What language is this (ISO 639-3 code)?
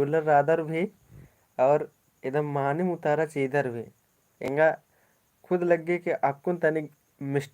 kru